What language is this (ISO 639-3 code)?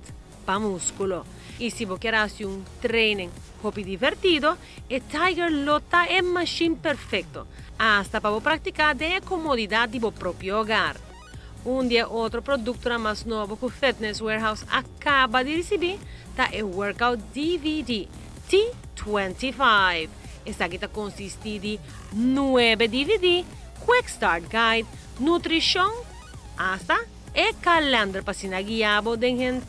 pap